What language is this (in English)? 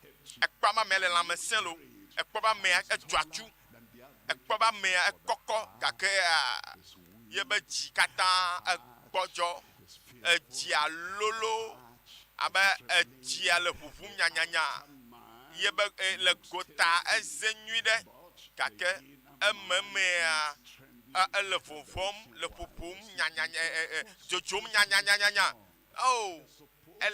Ewe